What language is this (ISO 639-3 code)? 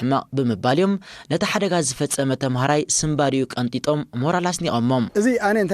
tir